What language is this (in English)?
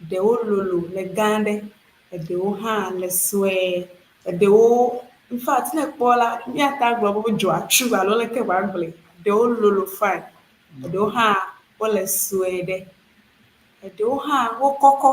Ewe